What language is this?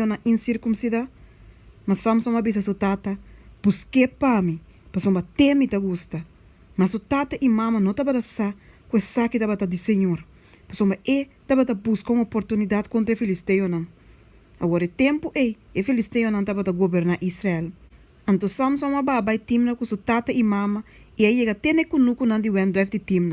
Papiamento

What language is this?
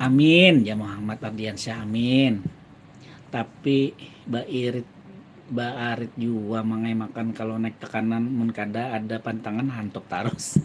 Banjar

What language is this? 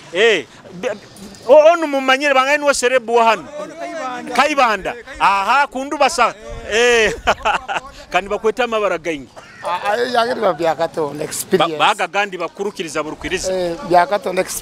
Nyoro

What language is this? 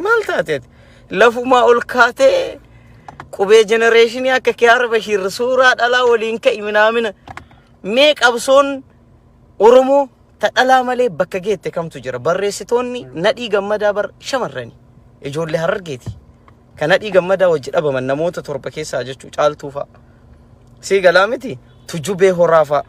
Oromo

